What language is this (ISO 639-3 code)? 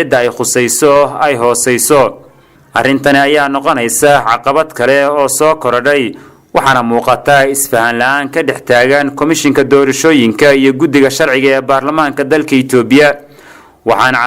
som